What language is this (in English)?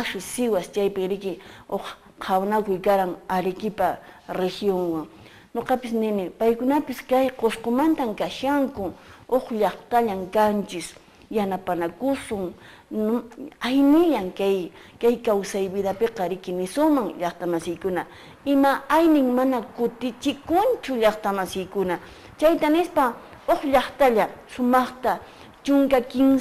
Quechua